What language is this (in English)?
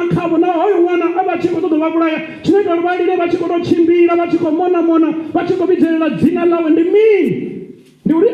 Venda